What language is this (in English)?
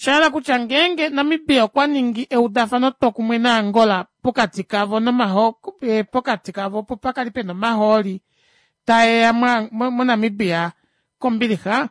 Kuanyama